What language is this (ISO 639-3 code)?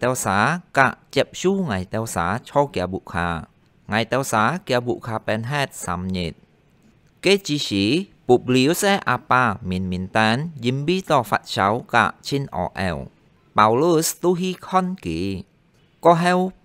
hak